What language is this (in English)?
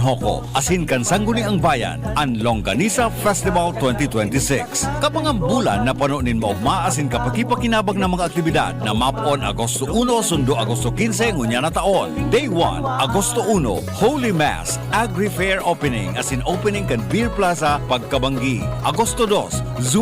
Bikol